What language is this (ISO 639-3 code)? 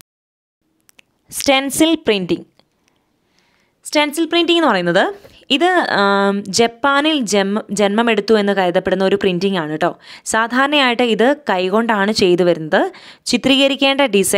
mal